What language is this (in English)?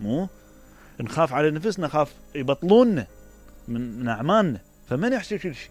Mesopotamian Arabic